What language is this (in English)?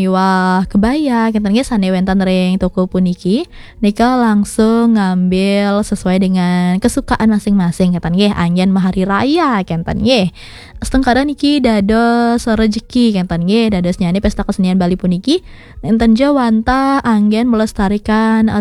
Balinese